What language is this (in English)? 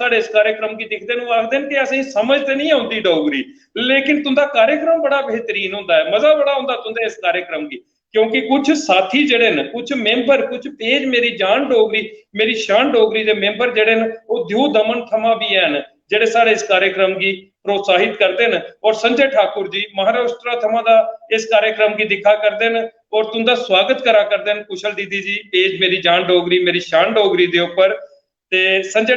Dogri